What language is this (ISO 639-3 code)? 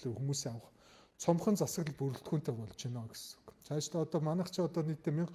mon